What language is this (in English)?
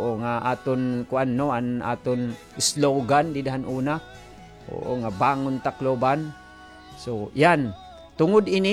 Waray